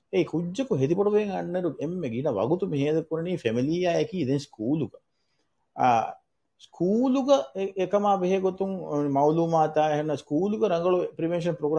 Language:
Divehi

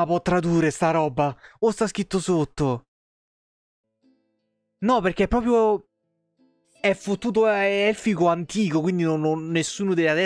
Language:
Italian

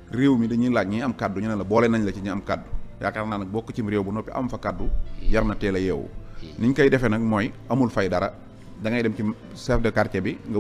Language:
Wolof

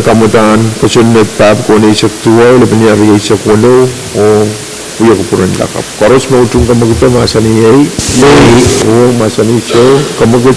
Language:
Pohnpeian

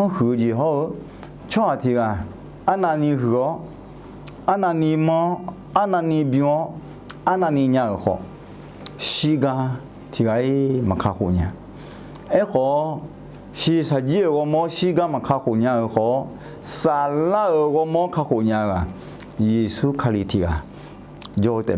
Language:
Akha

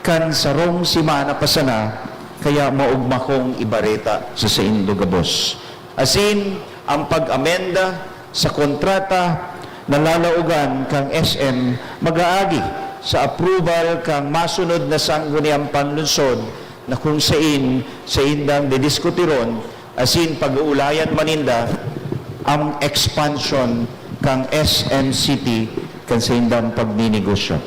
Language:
Bikol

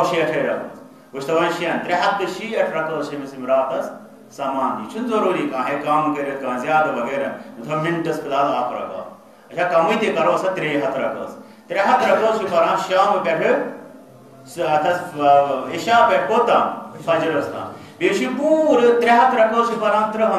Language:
Kashmiri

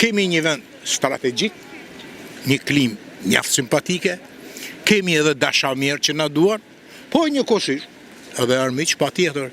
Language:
Albanian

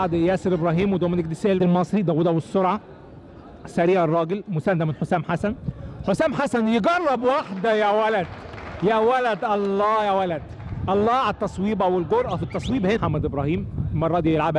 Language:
Egyptian Arabic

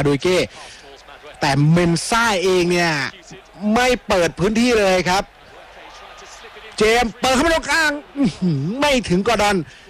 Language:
Thai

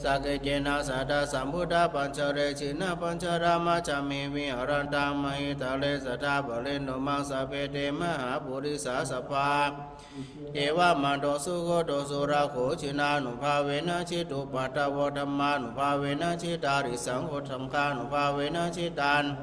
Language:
Pali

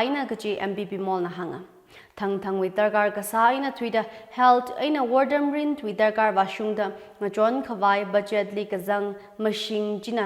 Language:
Tangkhul Naga (India)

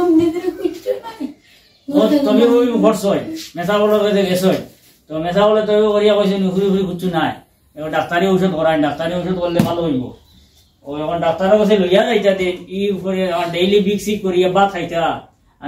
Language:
Sylheti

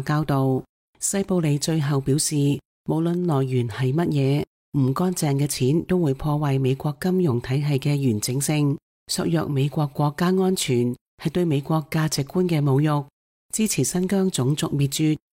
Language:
Cantonese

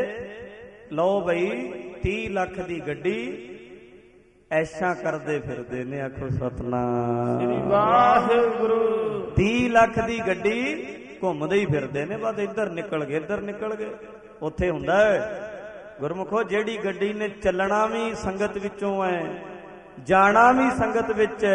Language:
Punjabi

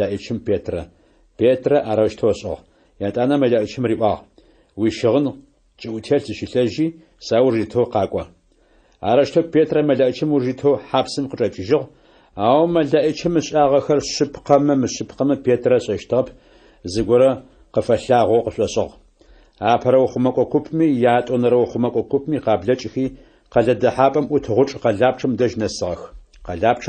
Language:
Adyghe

